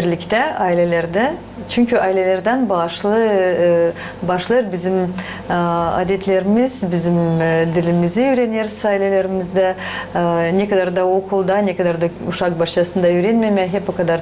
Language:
Gagauz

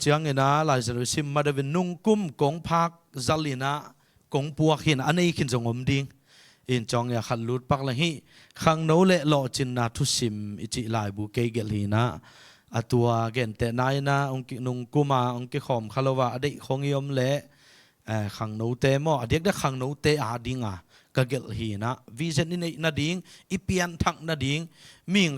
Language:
Tedim Chin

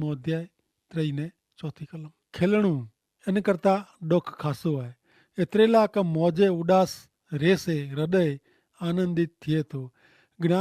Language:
Kachhi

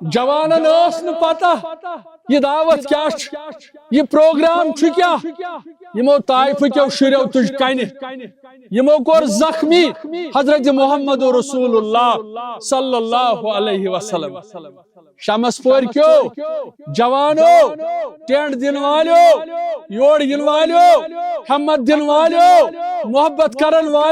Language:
Kashmiri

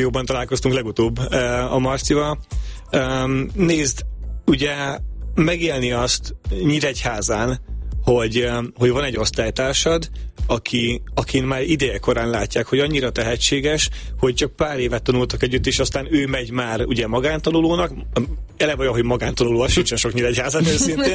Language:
Hungarian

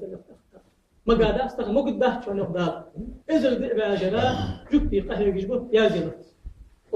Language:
Ingush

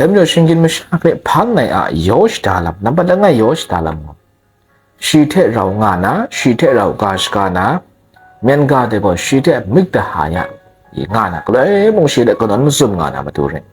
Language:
Kachin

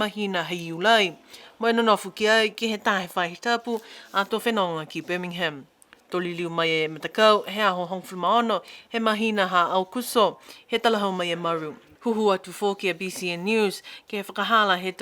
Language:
Niuean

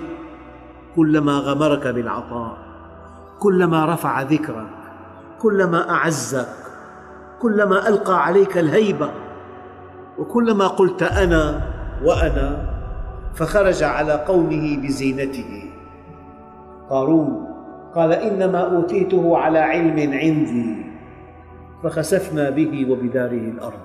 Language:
Arabic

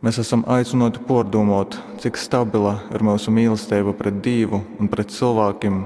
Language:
Latgalian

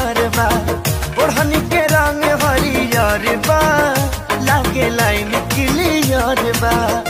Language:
Bhojpuri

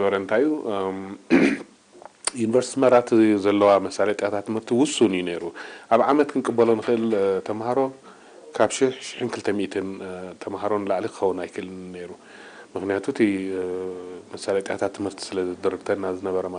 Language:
Tigrinya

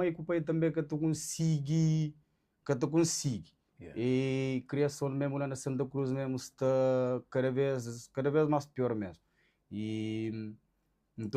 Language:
Kabuverdianu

